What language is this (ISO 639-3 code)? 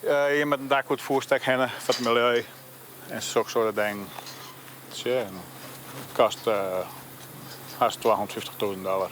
fry